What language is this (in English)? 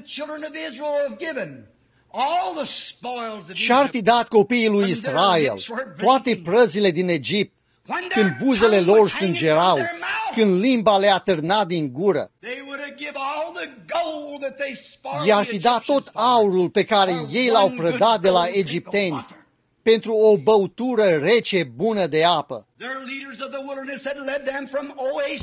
Romanian